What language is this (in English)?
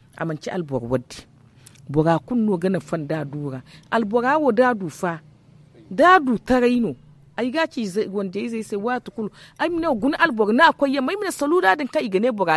Zarma